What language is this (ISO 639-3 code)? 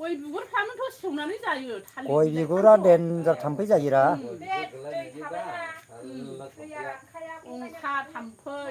brx